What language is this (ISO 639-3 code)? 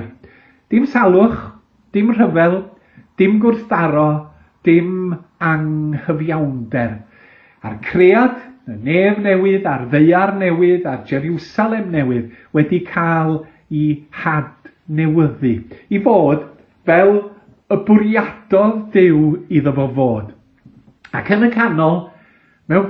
cym